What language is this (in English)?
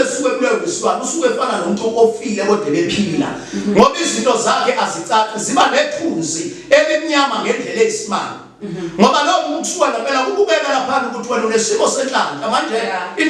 Zulu